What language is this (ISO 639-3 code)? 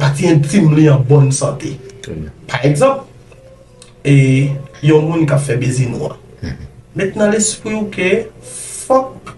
hat